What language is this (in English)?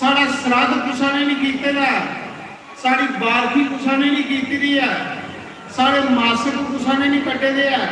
Dogri